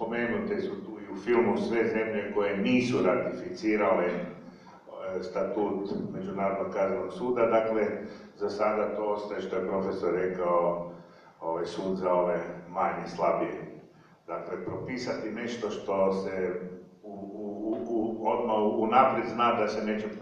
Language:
Croatian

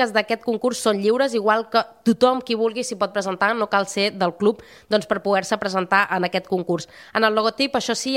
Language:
Catalan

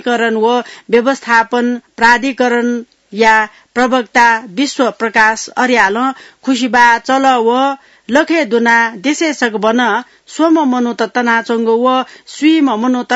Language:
Newari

